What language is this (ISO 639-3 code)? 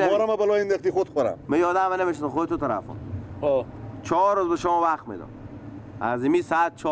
fas